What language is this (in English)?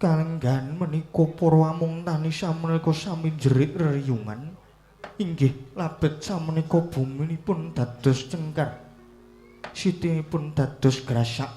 Javanese